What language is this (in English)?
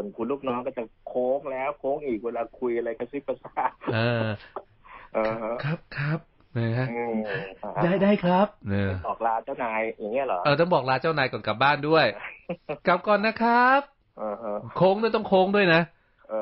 Thai